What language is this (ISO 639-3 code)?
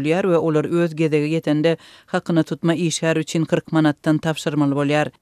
tuk